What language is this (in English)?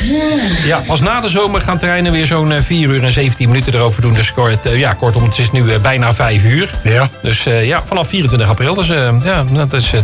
Dutch